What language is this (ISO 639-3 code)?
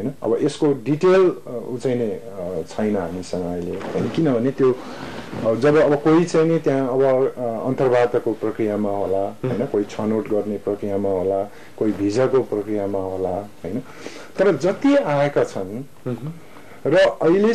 nep